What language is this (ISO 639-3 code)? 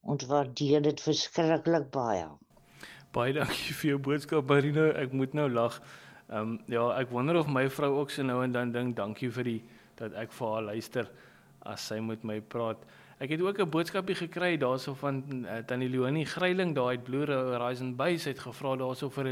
afr